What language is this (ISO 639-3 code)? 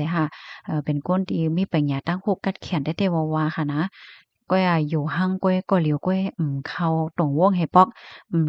shn